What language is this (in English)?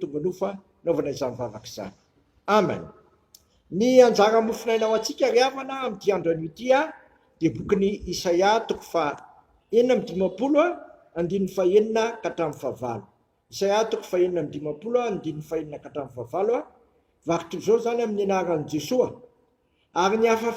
Malagasy